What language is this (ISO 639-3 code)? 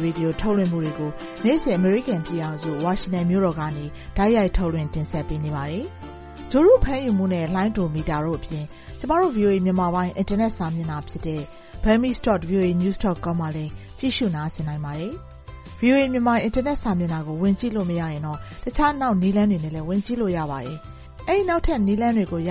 mya